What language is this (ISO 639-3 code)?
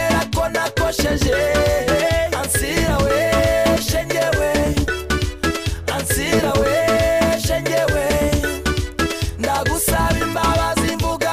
kin